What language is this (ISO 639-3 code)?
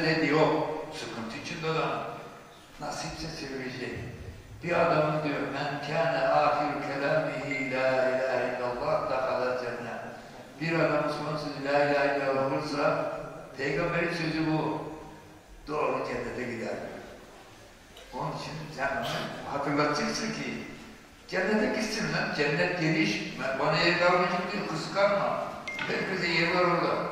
tur